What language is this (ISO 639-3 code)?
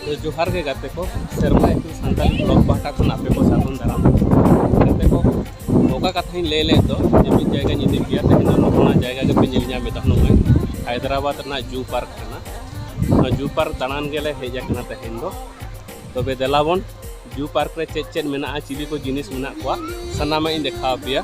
sat